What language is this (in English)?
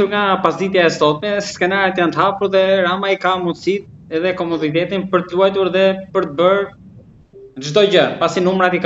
Albanian